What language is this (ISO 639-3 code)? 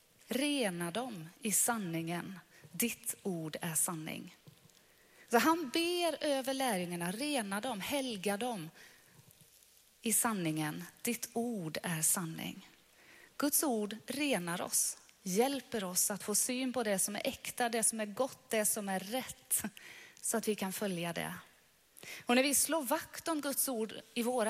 swe